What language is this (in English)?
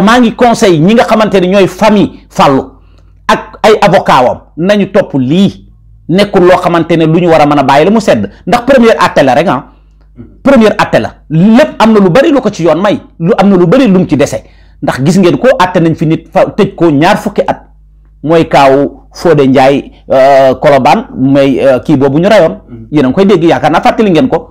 Wolof